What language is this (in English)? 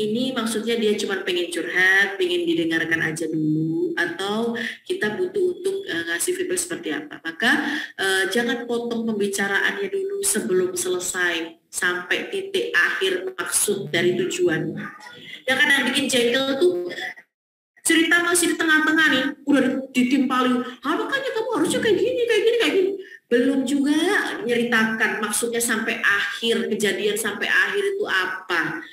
Indonesian